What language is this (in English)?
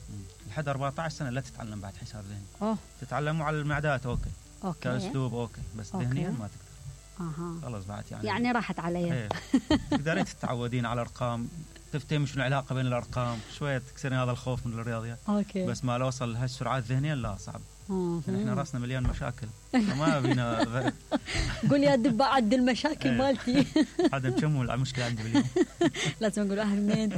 Mesopotamian Arabic